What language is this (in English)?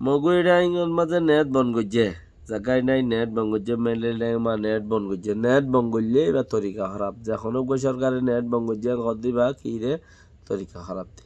Rohingya